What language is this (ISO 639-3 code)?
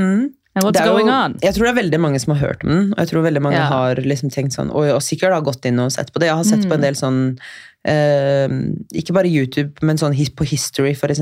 nor